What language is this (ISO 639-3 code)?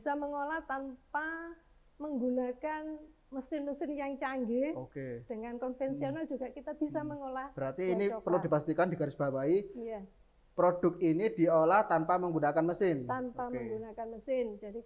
ind